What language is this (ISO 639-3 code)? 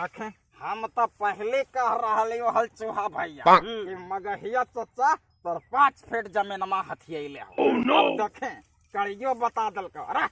mag